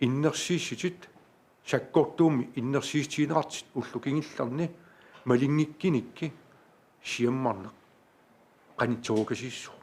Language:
Kalaallisut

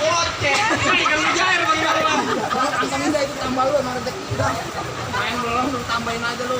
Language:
Betawi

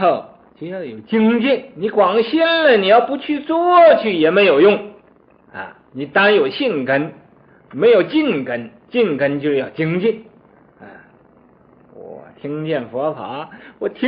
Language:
Chinese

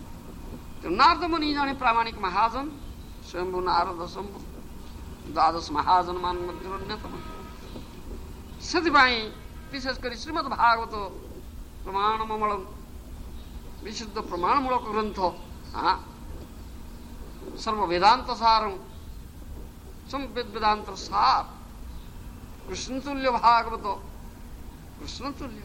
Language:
Odia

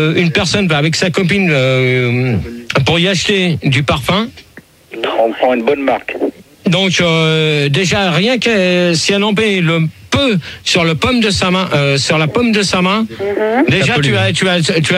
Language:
French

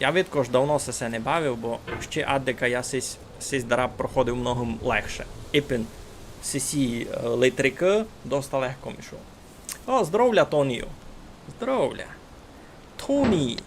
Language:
Rusyn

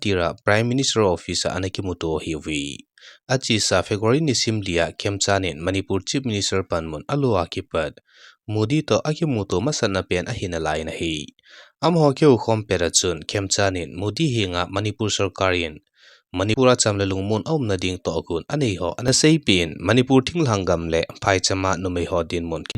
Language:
Thado Chin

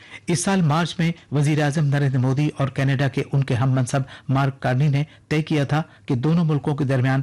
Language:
Urdu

